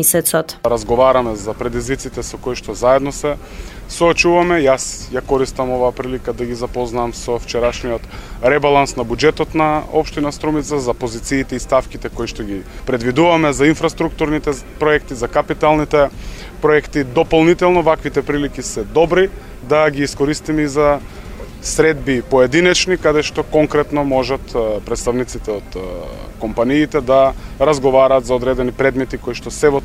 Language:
Macedonian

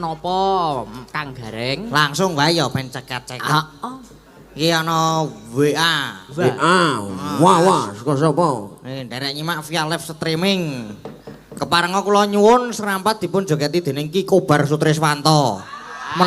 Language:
Javanese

